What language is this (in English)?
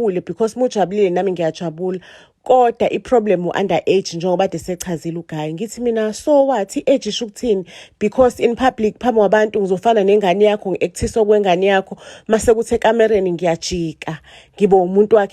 Zulu